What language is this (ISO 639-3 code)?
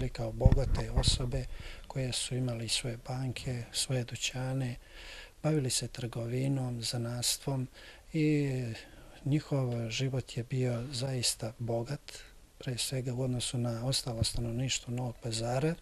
srp